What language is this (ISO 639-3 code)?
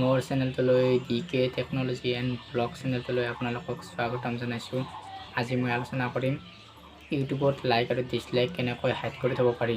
asm